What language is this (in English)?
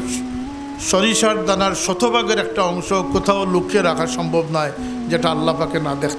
Sylheti